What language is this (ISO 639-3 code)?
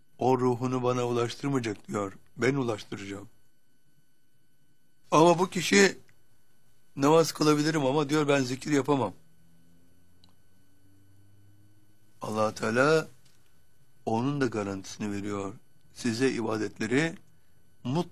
tur